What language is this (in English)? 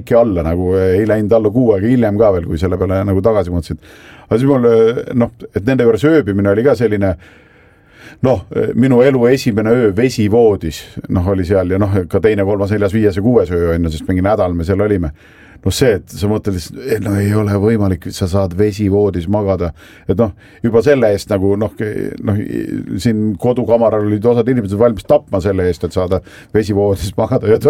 Estonian